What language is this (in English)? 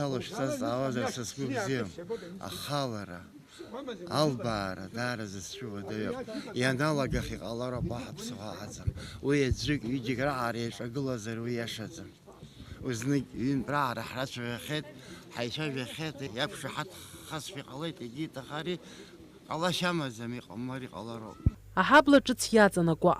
Abkhazian